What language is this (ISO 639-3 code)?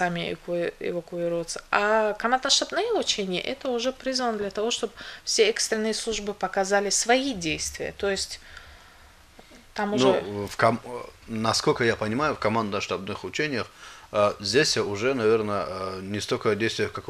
rus